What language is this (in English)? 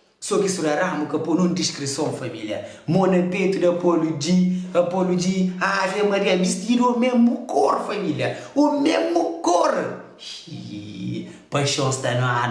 Kabuverdianu